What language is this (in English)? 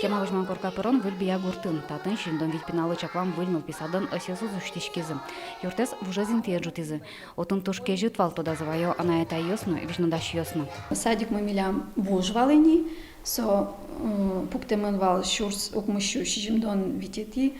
Udmurt